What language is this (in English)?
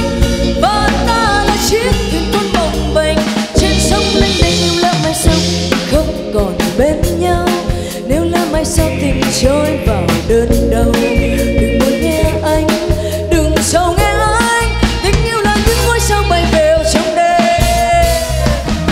Vietnamese